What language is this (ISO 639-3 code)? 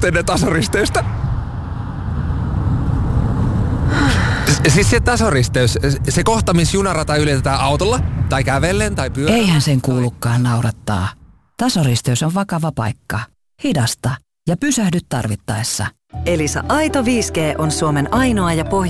fin